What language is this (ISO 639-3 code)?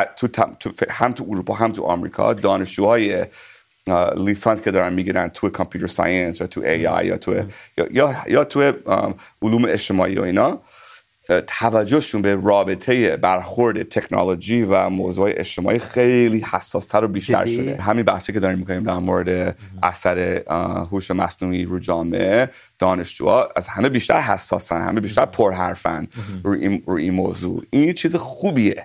fas